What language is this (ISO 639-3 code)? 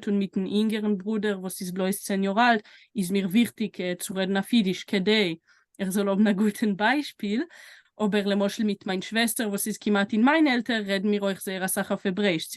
yid